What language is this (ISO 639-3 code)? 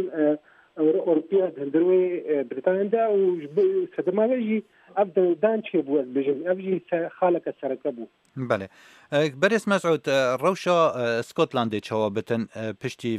kur